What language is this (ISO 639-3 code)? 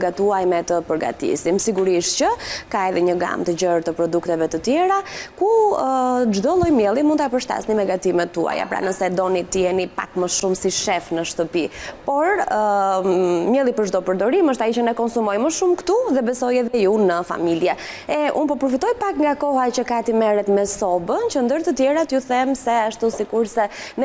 sqi